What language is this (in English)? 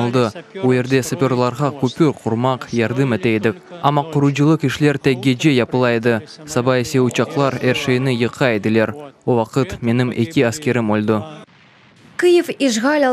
Crimean Tatar